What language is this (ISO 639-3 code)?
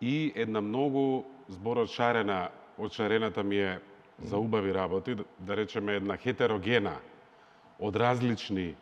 mkd